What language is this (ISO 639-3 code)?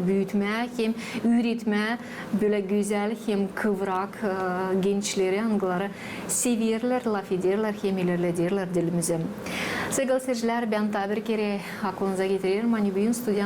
gag